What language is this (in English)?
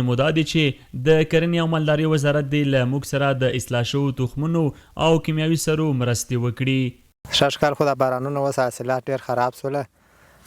Pashto